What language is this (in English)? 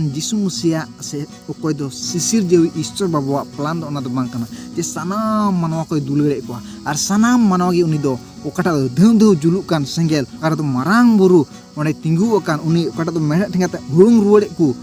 Santali